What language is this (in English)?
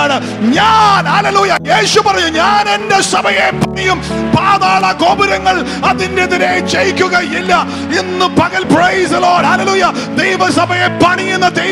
Malayalam